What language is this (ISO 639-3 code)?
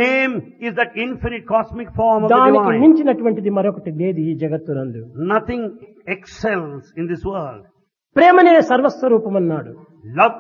tel